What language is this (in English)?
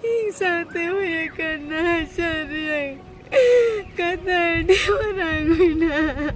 Santali